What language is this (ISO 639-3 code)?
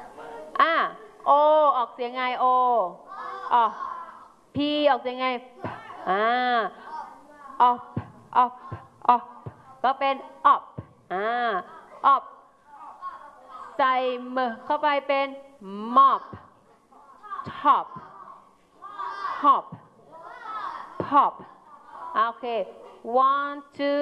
tha